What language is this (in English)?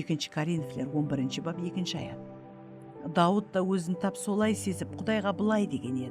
Kara-Kalpak